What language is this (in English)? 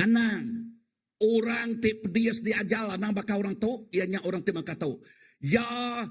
Iban